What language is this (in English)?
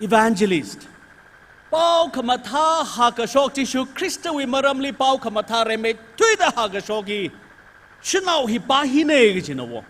Tangkhul Naga (India)